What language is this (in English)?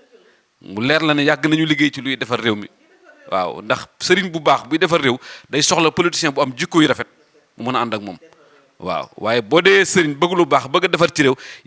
Wolof